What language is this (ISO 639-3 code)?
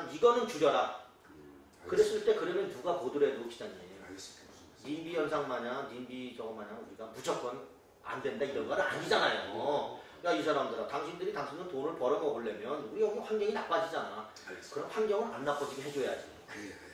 kor